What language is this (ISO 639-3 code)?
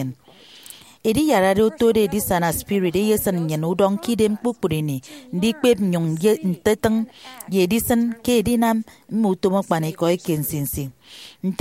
efi